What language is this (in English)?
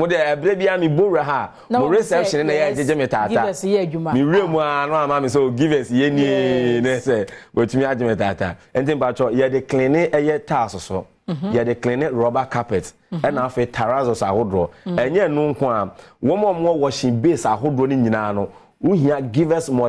Akan